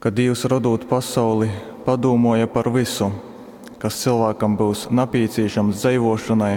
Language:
Latgalian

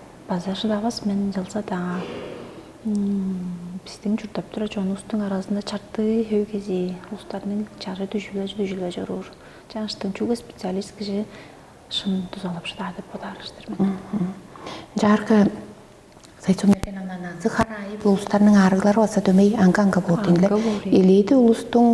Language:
Tuvinian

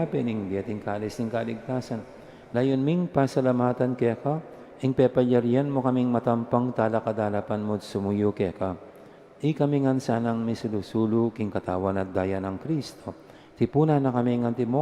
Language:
Pampanga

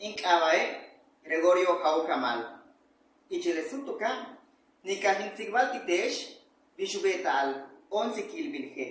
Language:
Yucateco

